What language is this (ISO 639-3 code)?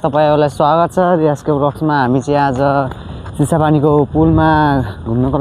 nep